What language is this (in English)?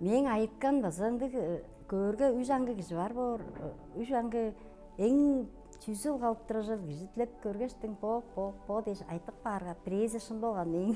Tuvinian